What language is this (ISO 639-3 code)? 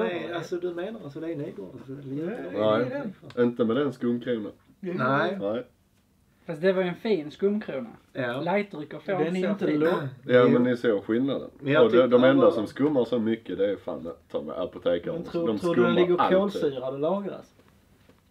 swe